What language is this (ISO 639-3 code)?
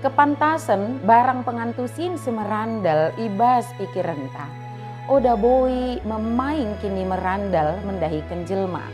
btd